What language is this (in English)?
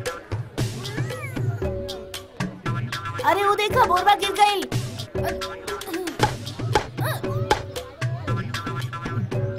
Bhojpuri